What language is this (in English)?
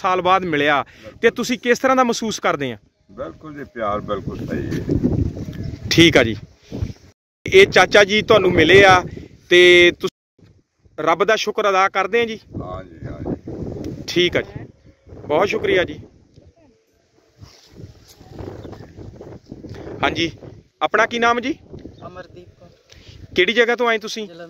Punjabi